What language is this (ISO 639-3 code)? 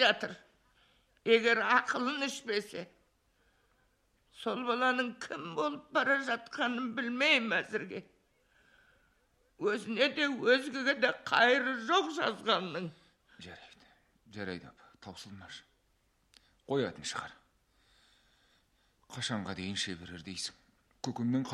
kaz